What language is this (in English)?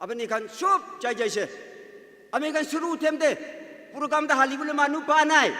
Naga Pidgin